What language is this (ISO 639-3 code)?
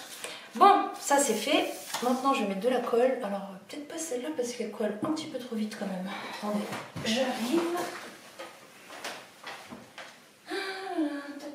fra